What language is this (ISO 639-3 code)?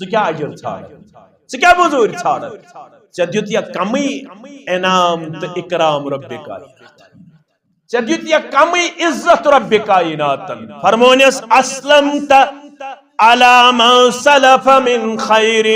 kas